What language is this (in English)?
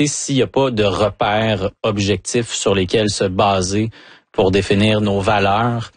French